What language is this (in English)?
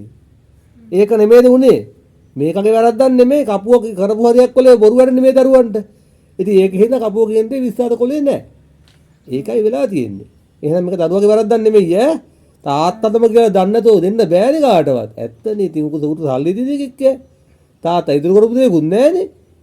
Sinhala